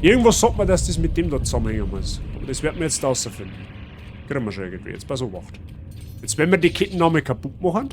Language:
Bavarian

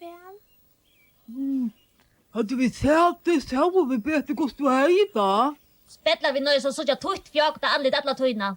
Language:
Faroese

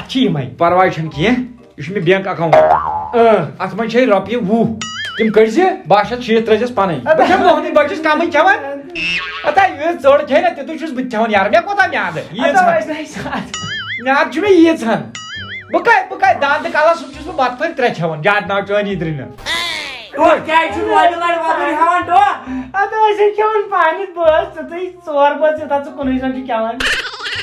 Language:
Kashmiri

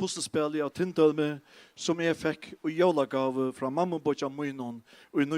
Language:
Faroese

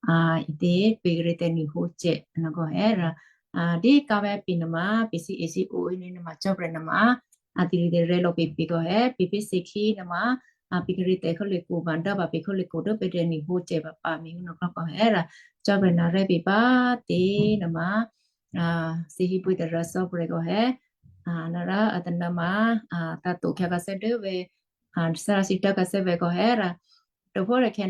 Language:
Western Kayah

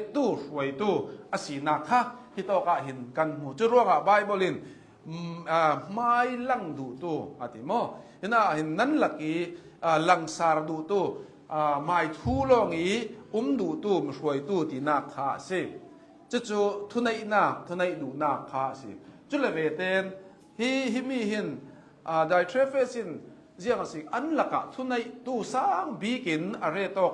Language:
Hakha Chin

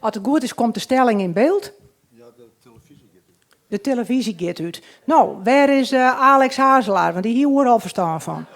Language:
Western Frisian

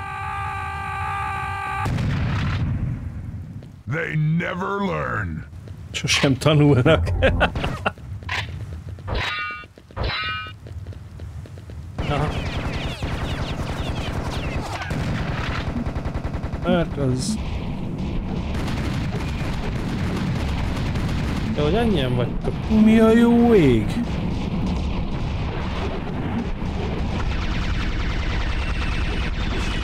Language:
Hungarian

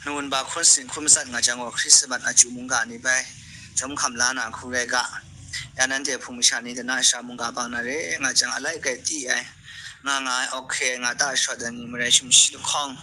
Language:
Kachin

